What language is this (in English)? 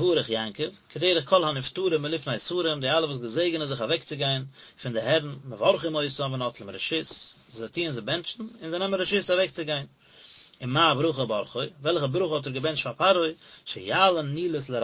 Yiddish